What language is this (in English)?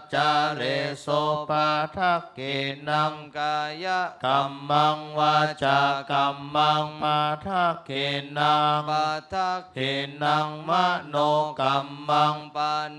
Pali